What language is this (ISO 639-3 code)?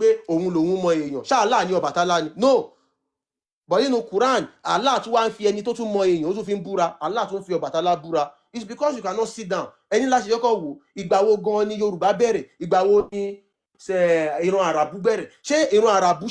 yor